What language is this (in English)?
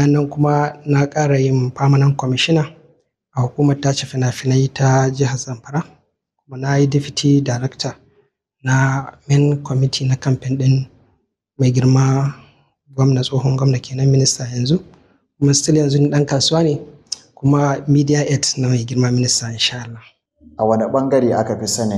Hausa